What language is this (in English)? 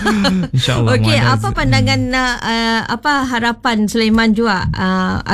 Malay